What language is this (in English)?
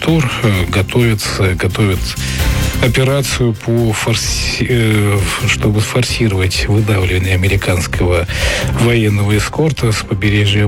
Russian